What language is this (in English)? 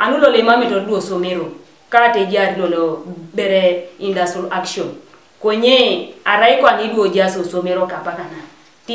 Teso